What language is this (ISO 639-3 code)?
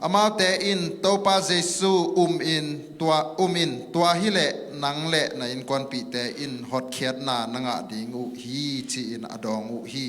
ctd